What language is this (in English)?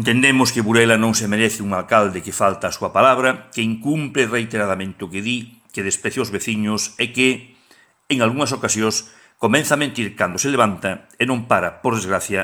Galician